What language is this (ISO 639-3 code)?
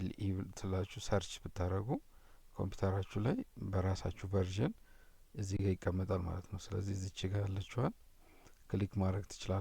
amh